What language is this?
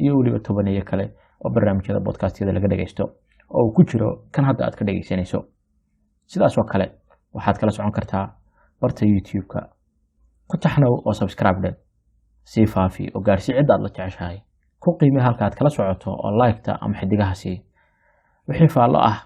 Somali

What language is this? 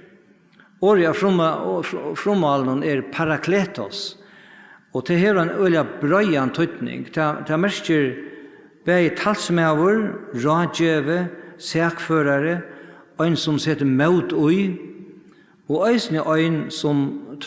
Faroese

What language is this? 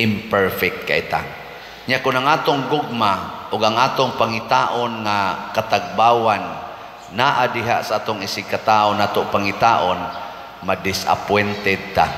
Cebuano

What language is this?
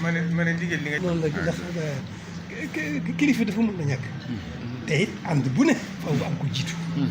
Wolof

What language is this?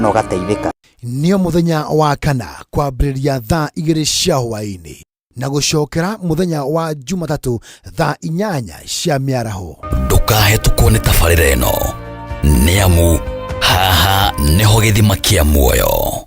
Kikuyu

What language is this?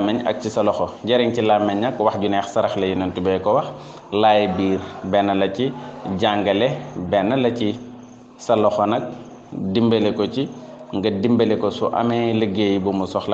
Wolof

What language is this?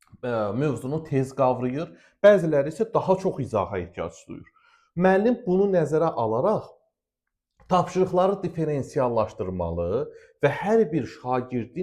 Azerbaijani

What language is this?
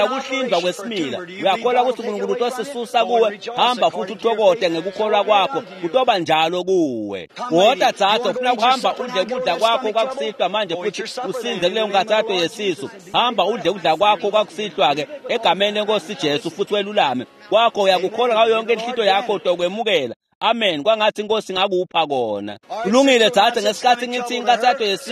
Swati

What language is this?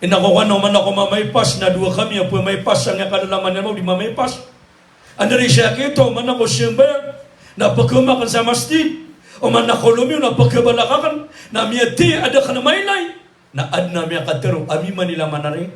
Maranao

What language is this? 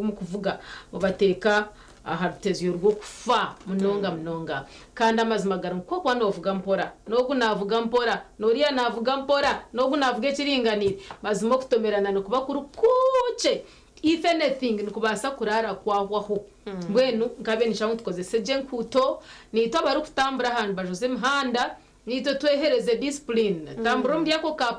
Nyankole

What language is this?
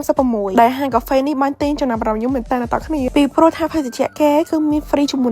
Khmer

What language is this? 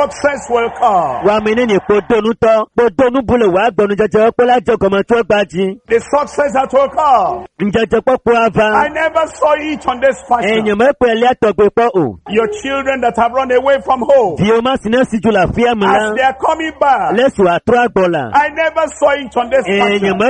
Ewe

